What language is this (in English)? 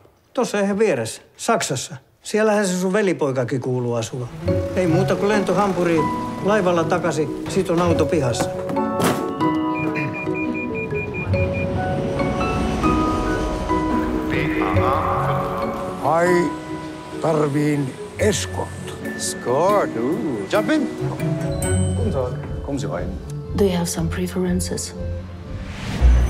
Finnish